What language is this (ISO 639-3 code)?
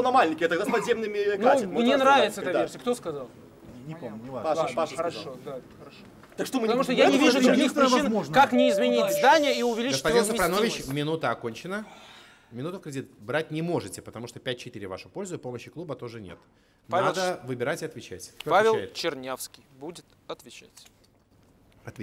rus